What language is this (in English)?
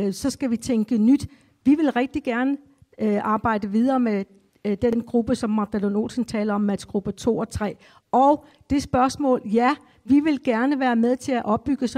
Danish